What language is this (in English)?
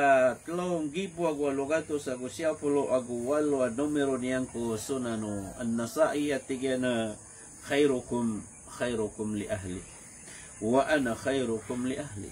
Maranao